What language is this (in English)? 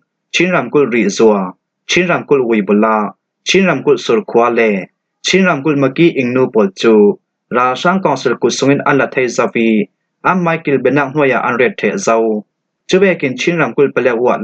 Falam Chin